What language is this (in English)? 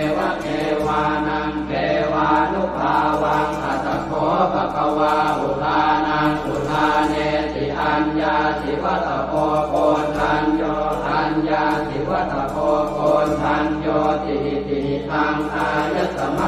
Pali